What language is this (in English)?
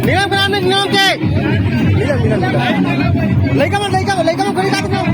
Chhattisgarhi